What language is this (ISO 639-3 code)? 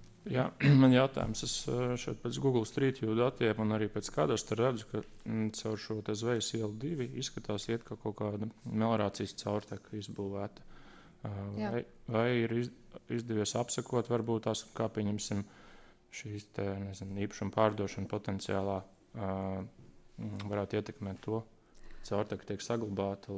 lav